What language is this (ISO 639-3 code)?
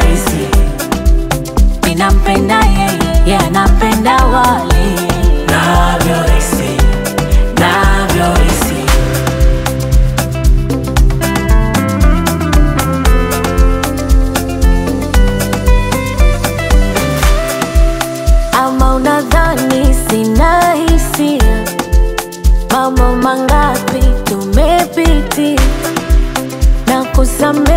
swa